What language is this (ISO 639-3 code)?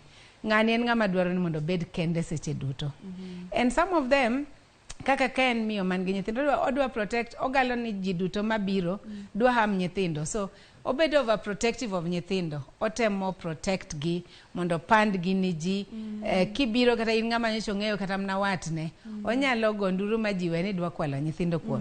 luo